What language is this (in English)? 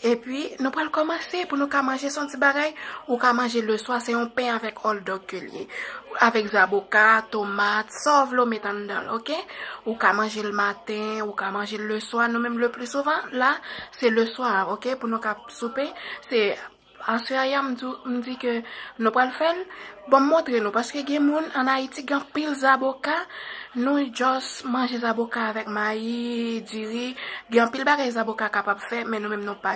Haitian Creole